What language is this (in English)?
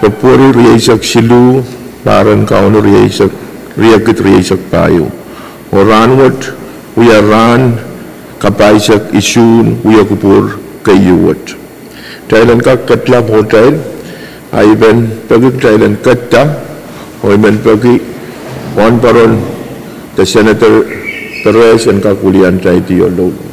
Pohnpeian